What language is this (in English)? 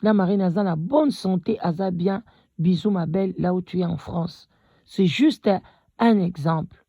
Lingala